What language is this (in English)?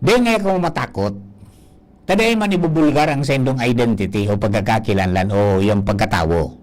Bikol